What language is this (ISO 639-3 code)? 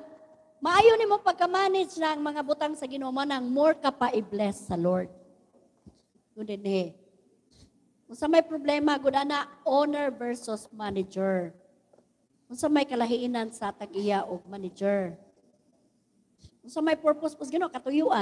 ceb